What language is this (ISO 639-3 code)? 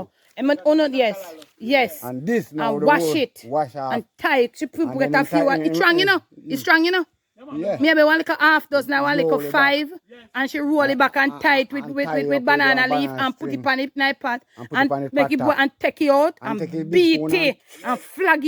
jam